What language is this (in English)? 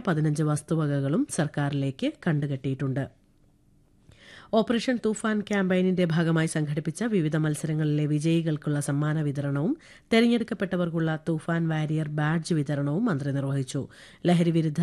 Malayalam